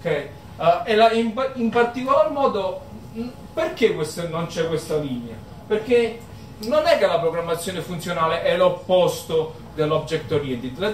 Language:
Italian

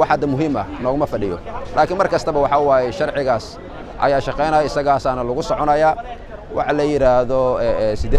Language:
Somali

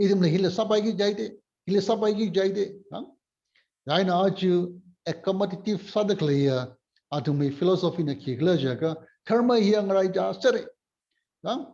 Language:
Tangkhul Naga (India)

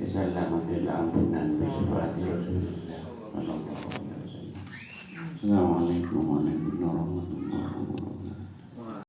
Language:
Madurese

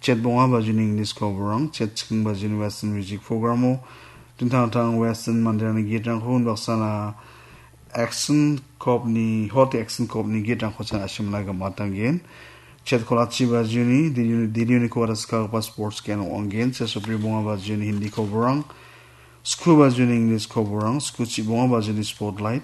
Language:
Garo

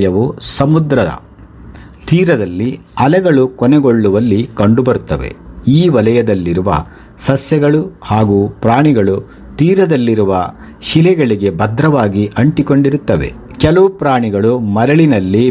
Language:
Kannada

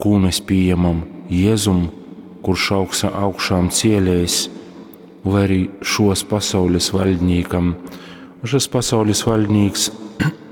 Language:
Latgalian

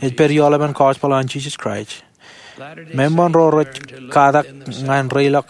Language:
Marshallese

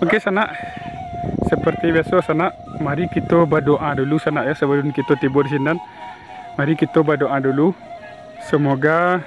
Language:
Minangkabau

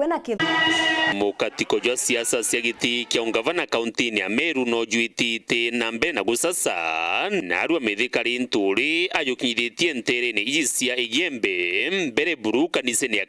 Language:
Meru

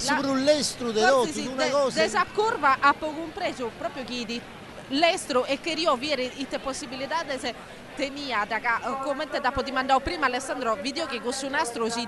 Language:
Sardinian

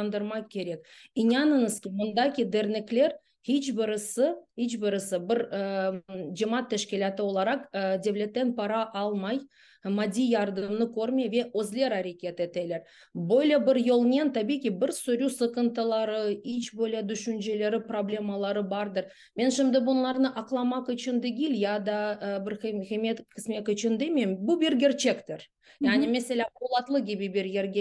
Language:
Crimean Tatar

